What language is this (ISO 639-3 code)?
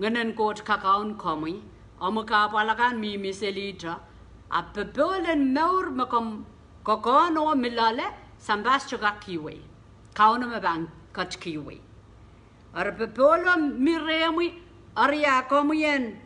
pon